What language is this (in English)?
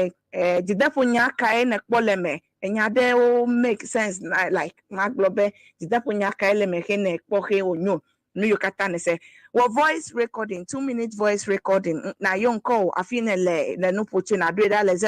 Ewe